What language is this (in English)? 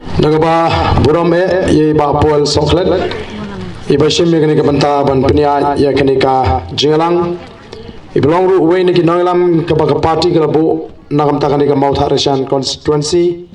Khasi